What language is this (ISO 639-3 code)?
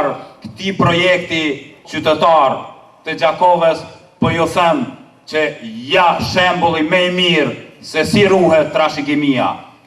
sqi